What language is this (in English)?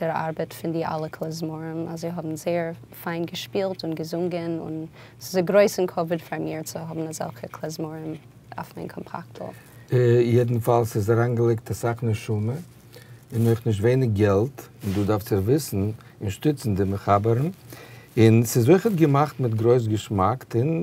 Yiddish